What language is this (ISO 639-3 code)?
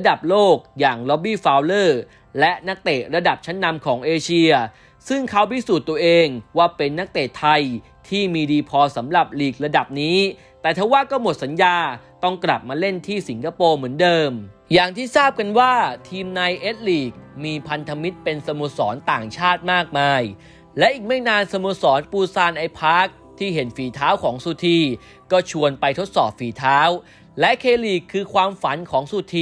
tha